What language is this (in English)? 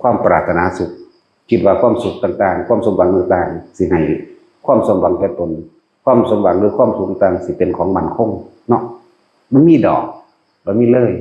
Northeastern Thai